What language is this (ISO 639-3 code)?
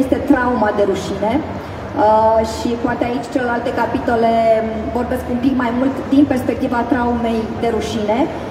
ron